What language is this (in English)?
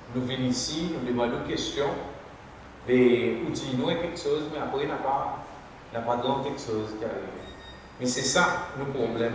Seselwa Creole French